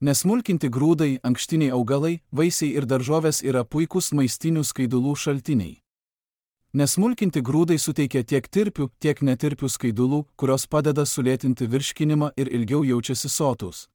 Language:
Lithuanian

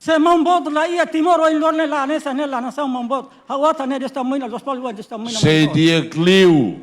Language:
Tetum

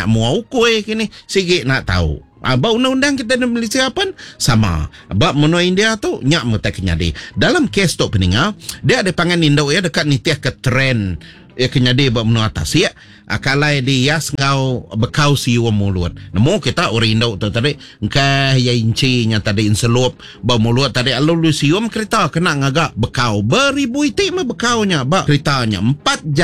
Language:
Iban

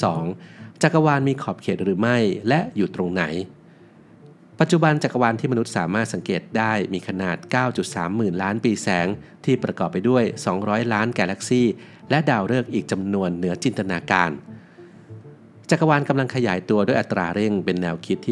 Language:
Thai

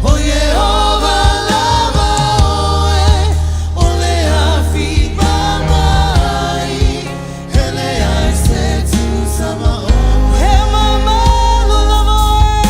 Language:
Samoan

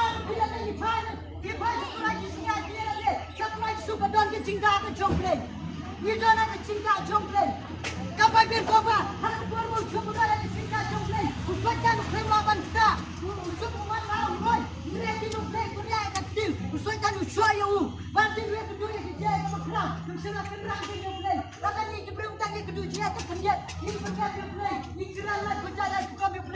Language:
Khasi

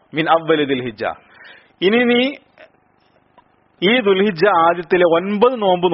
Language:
Malayalam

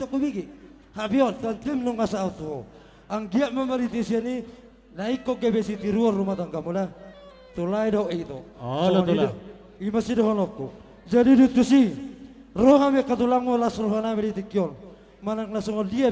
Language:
Batak Toba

